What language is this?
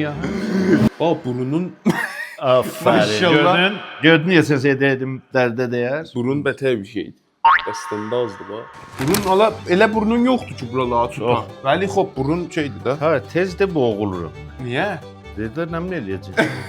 South Azerbaijani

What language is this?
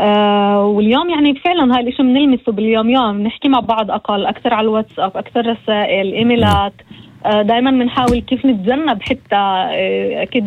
North Levantine Arabic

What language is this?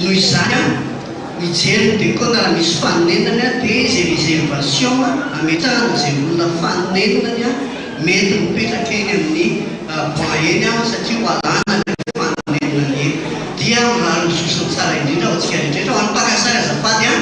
Malagasy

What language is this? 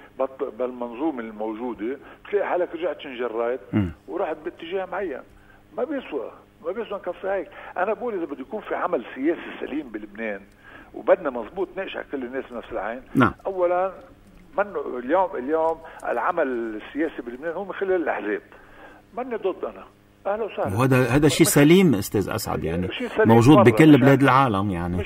North Levantine Arabic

